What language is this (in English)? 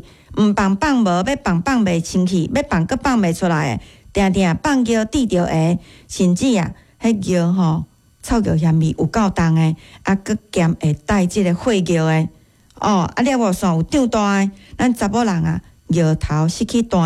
Min Nan Chinese